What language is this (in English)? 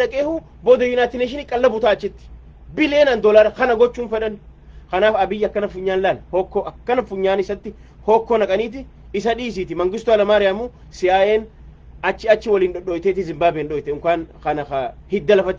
Oromo